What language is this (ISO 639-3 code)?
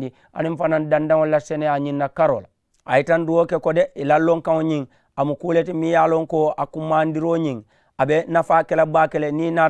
man